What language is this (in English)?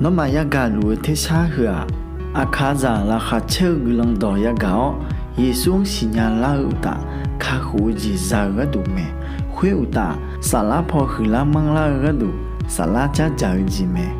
Akha